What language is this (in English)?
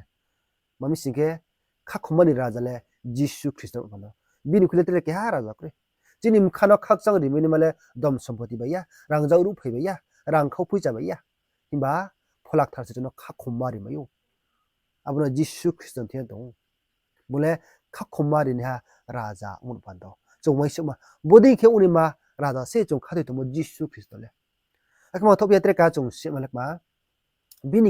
Riang (India)